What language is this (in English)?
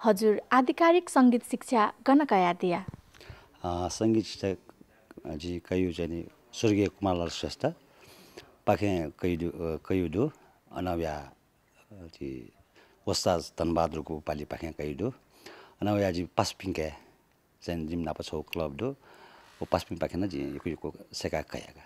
Newari